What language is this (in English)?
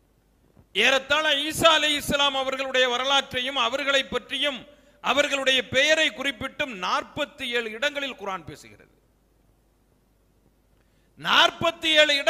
Tamil